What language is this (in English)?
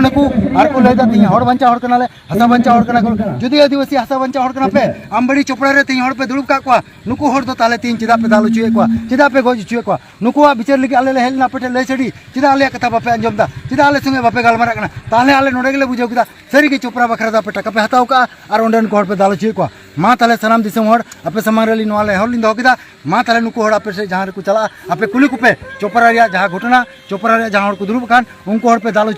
Santali